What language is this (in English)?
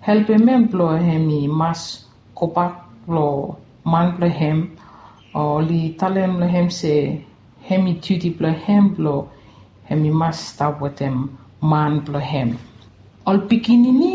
Bislama